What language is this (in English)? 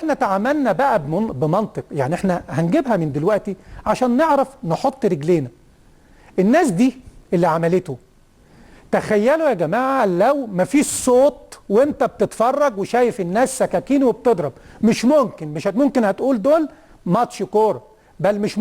Egyptian Arabic